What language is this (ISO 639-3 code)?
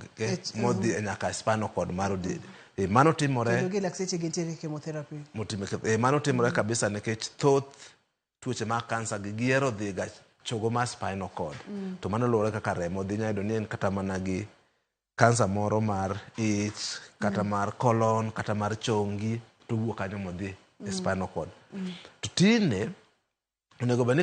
luo